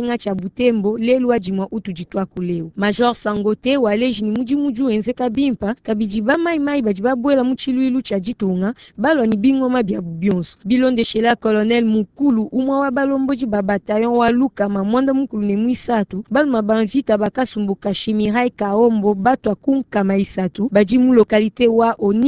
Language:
Luba-Lulua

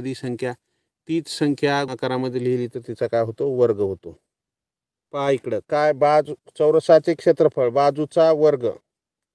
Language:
Marathi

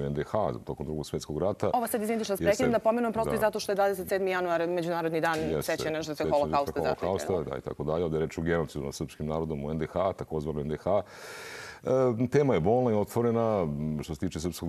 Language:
Serbian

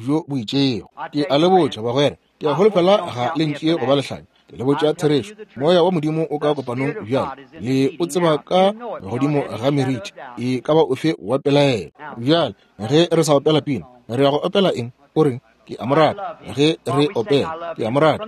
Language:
Northern Sotho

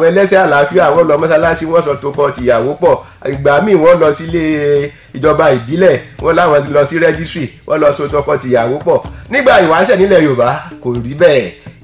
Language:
Yoruba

